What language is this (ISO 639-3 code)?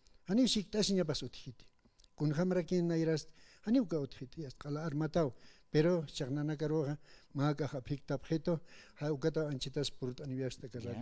aym